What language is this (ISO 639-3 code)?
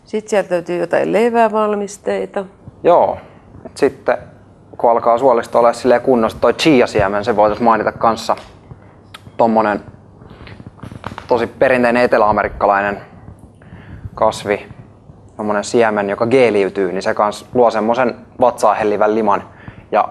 fin